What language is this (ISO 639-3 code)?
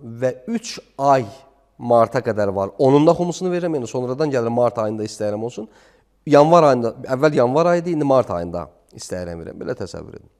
aze